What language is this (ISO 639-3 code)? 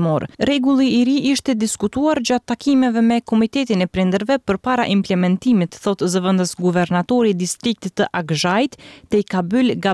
sqi